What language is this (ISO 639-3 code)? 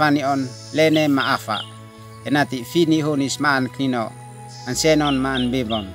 aoz